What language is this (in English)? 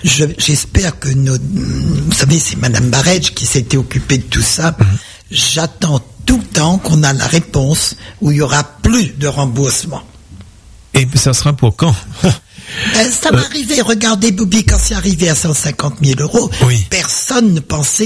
French